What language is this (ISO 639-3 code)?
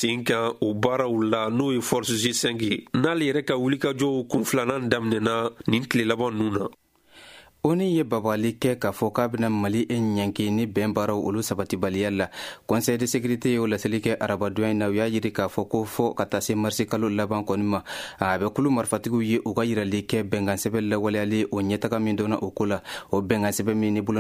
bam